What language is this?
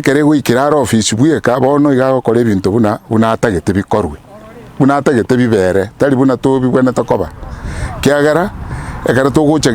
Gusii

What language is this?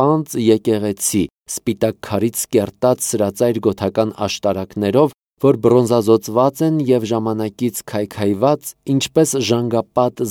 Armenian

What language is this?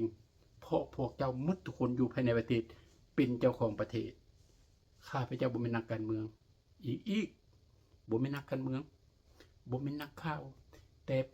Lao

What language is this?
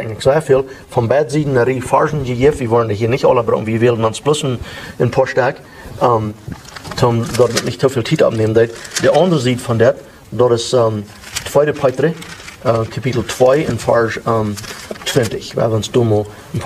Plautdietsch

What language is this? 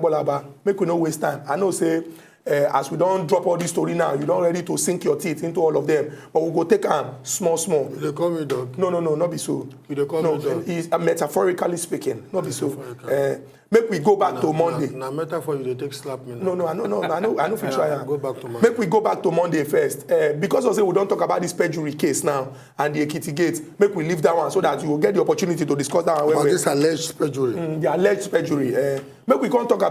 Nigerian Pidgin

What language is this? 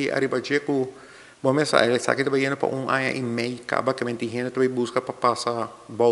Papiamento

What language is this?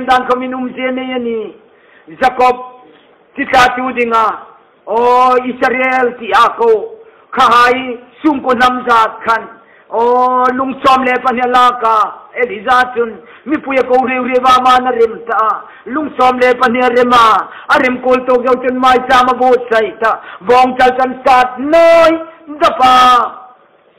Hmar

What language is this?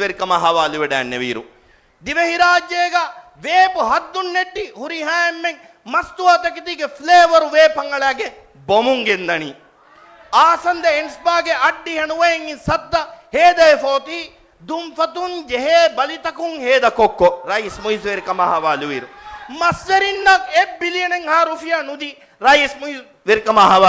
Divehi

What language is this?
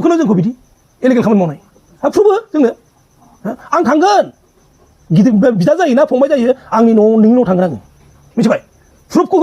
Bodo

